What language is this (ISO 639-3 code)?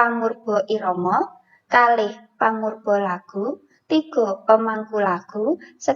jav